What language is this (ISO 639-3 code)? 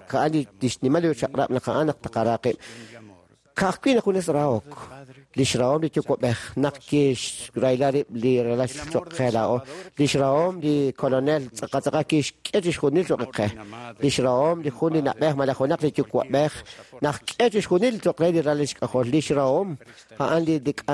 kek